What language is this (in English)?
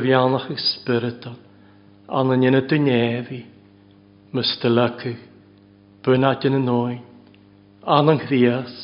Welsh